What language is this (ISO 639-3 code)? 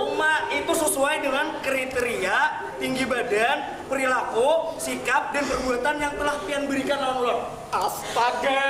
bjn